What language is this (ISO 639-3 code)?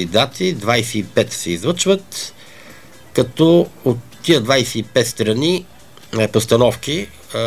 bul